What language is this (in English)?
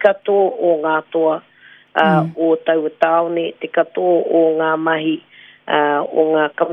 Māori